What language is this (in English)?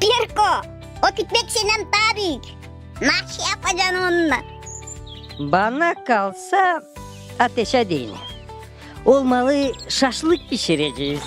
Gagauz